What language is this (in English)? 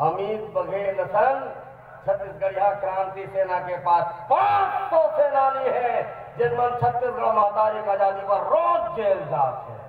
Chhattisgarhi